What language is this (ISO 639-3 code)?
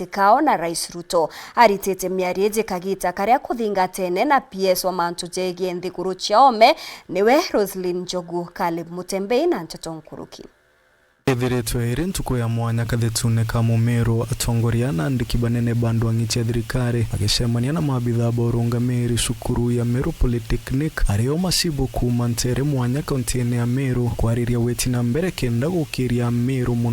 mer